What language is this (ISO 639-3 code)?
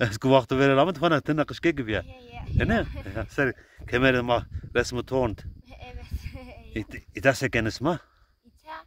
zza